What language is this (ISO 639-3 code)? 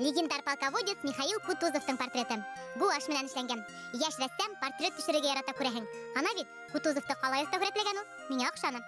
bak